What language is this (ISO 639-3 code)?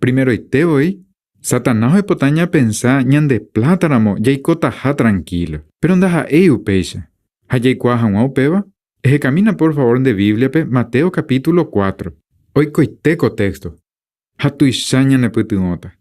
grn